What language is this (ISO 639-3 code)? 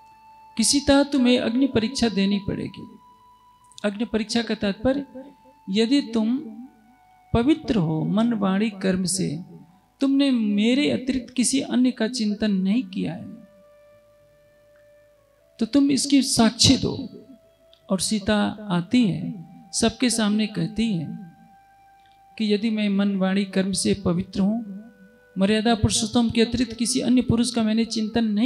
hin